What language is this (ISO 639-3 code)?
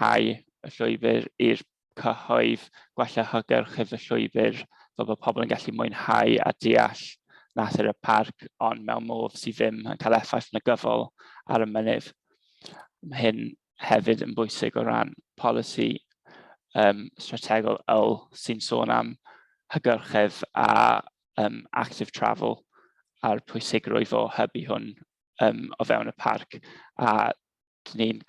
cym